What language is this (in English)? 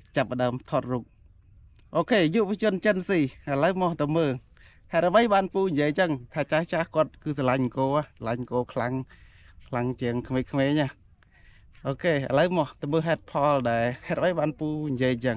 Khmer